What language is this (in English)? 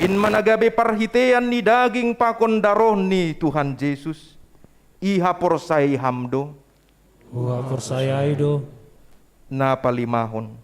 Batak Simalungun